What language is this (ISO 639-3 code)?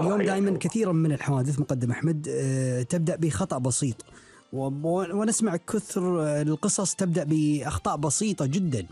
afb